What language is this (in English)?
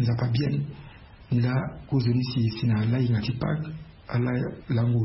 Sango